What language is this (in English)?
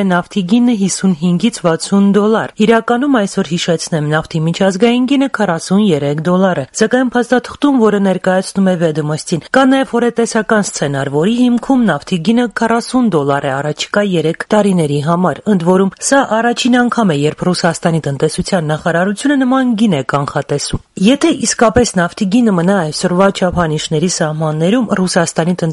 Armenian